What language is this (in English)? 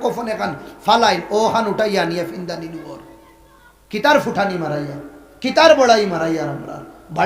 Sylheti